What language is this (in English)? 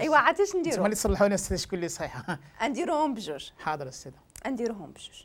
Moroccan Arabic